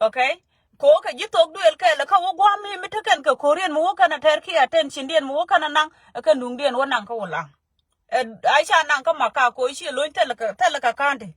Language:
Nuer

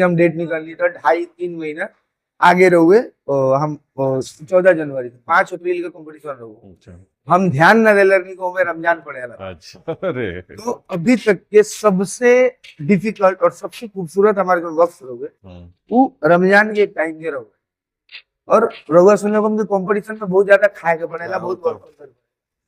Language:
Bhojpuri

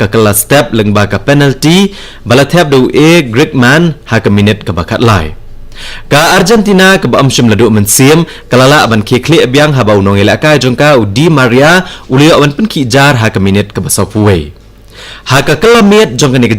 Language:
Khasi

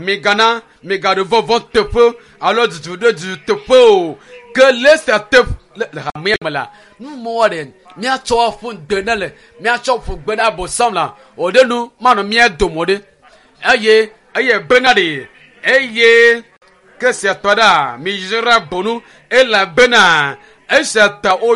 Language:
Ewe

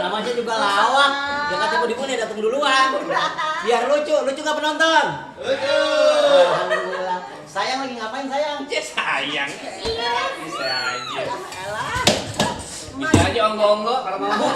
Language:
Betawi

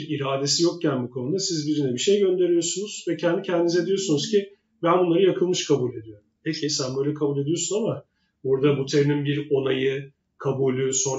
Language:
Turkish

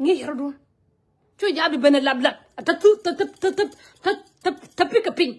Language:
Nuer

